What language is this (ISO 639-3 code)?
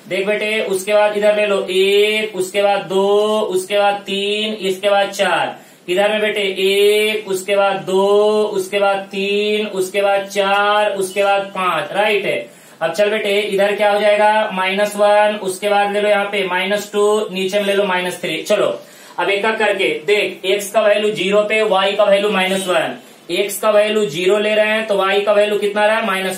hin